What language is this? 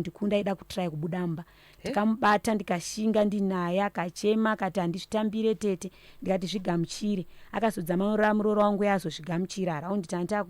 Shona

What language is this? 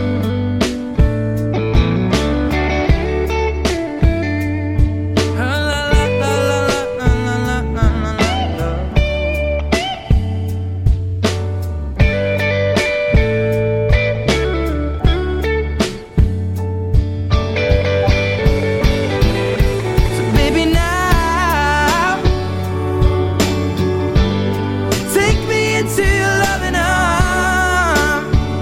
English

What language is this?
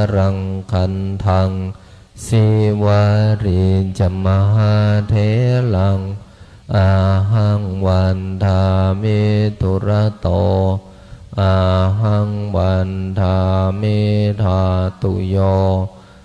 Pali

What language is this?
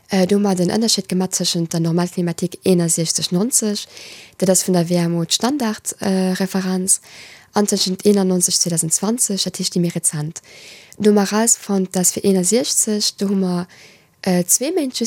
Luxembourgish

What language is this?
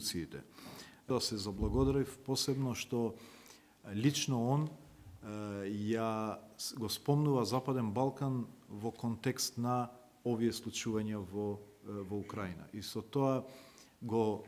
Macedonian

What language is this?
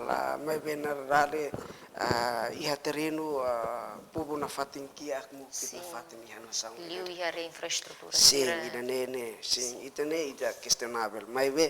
Tetum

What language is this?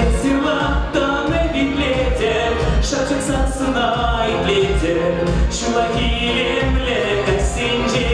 Chuvash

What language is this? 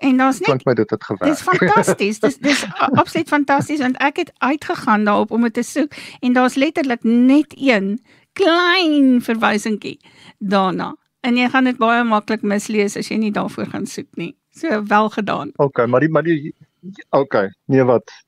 Afrikaans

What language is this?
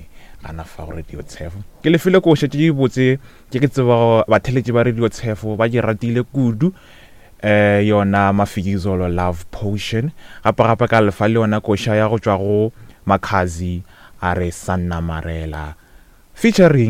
Northern Sotho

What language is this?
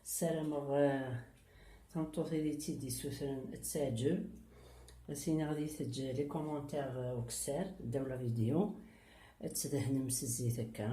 Kabyle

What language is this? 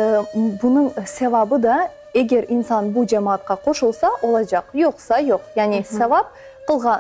Crimean Tatar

